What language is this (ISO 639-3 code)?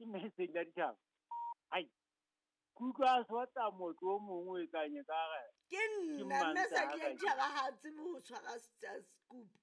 sot